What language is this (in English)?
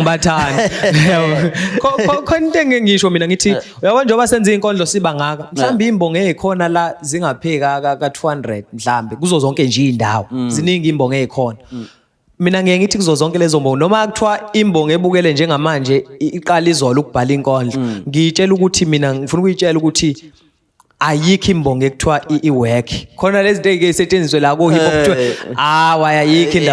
Zulu